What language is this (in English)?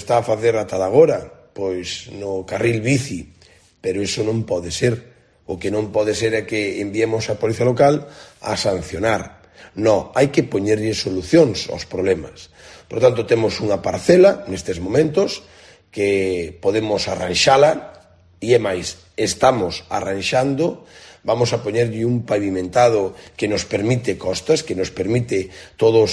Galician